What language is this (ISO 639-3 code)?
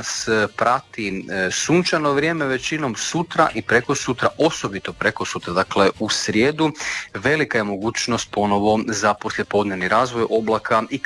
hrv